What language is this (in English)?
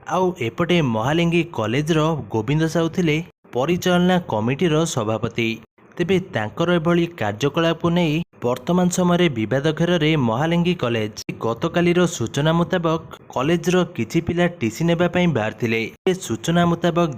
Odia